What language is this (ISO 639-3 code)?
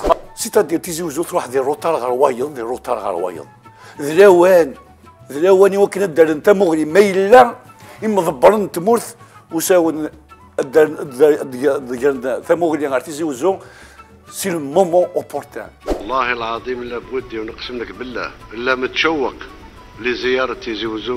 kab